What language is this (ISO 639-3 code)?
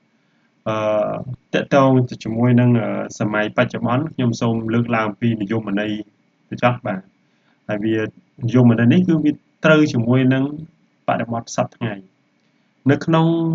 khm